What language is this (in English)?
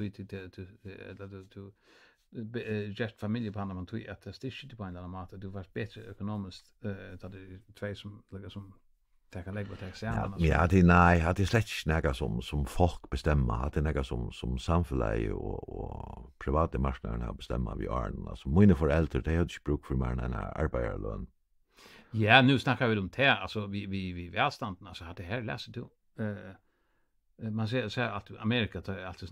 Faroese